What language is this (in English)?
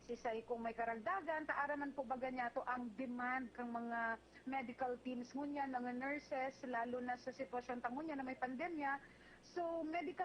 Bikol